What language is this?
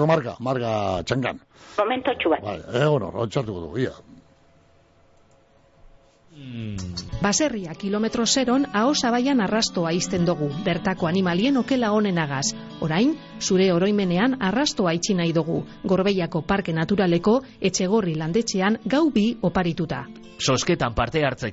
Basque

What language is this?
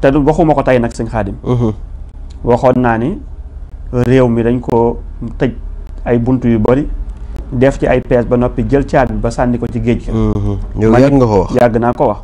Wolof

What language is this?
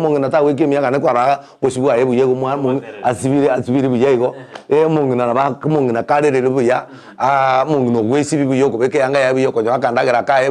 Gusii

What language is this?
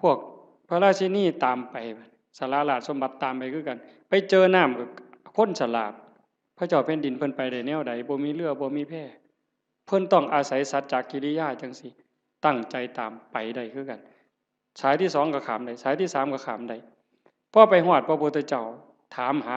Northeastern Thai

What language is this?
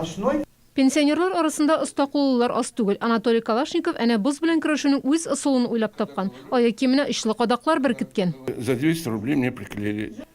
Tatar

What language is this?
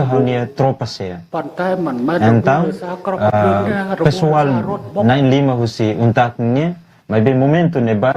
Tetum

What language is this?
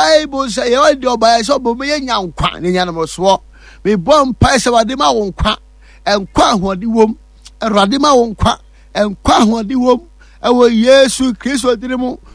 Akan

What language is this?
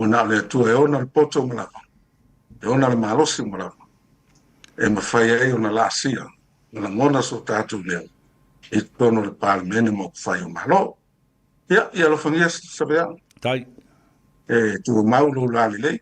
Samoan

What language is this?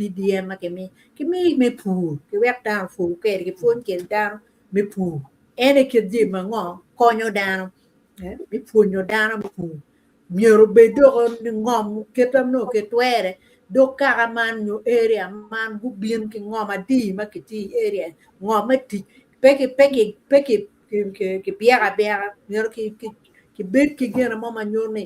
Acoli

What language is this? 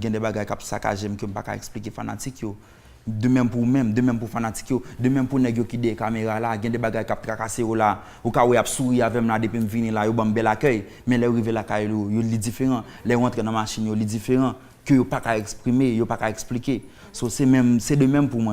Haitian Creole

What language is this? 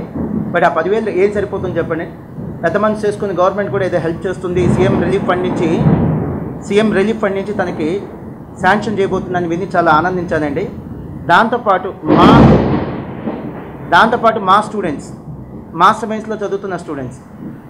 Telugu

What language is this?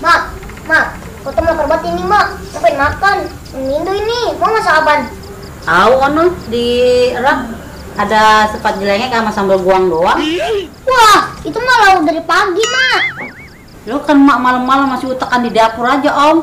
Betawi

